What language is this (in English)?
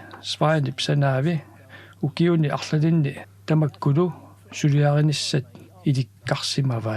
Kalaallisut